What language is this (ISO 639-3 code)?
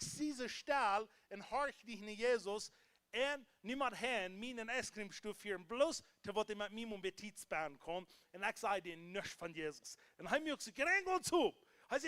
pdt